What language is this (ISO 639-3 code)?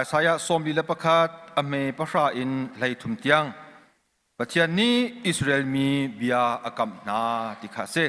cnh